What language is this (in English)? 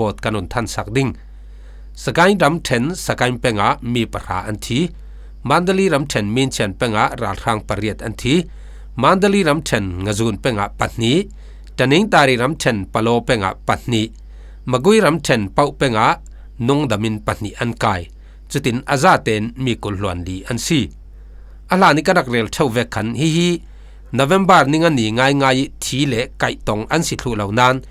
Falam Chin